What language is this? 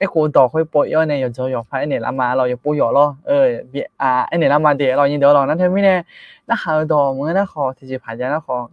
Akha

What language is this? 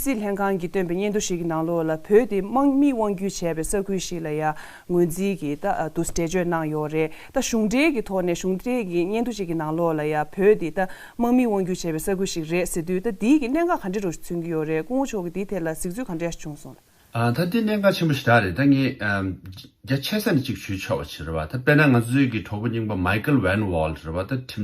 Tibetan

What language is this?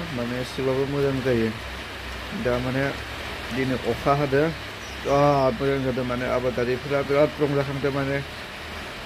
Bodo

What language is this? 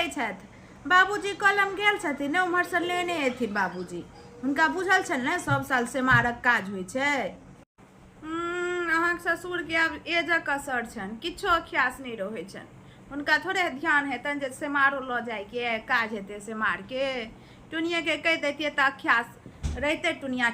Maithili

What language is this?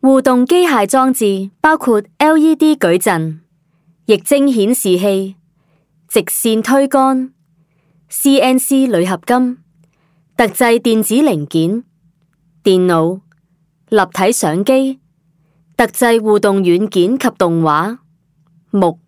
Cantonese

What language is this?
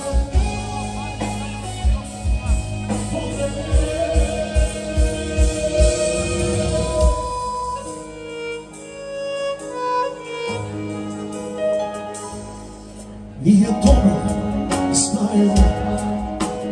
Croatian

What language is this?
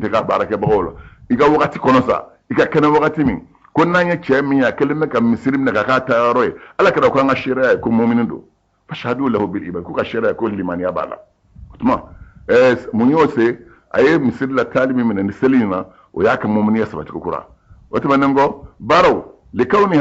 Bambara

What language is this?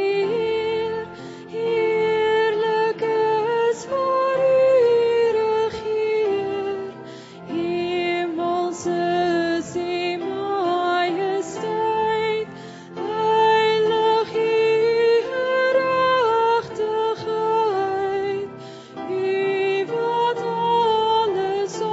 Afrikaans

